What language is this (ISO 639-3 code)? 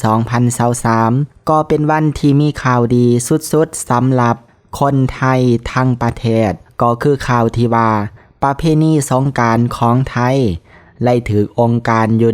lao